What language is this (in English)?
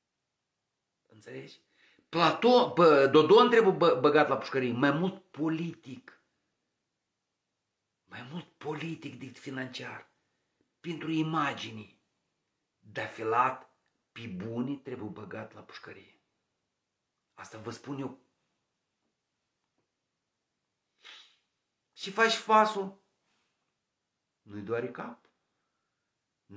Romanian